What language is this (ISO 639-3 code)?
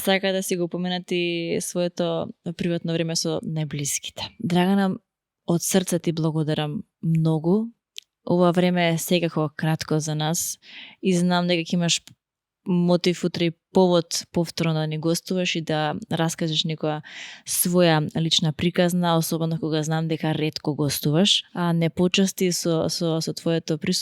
mkd